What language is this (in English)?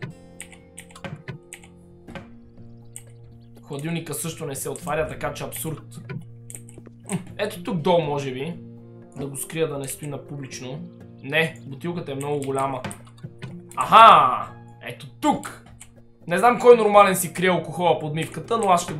Bulgarian